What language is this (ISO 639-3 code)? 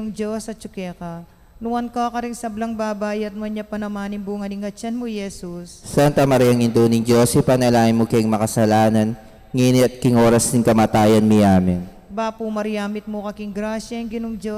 pam